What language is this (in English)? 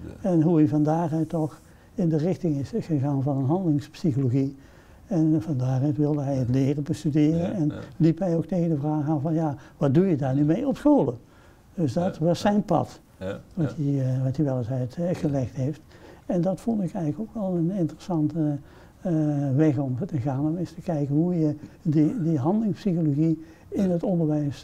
Dutch